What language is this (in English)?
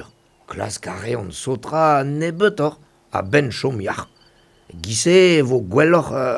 Breton